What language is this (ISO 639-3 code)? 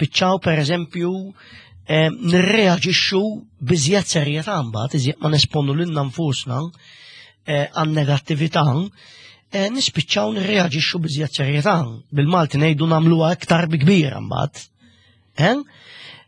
mlt